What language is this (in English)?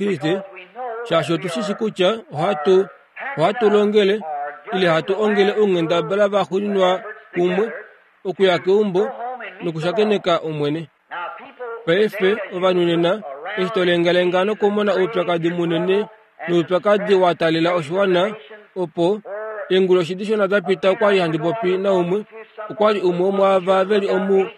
Kuanyama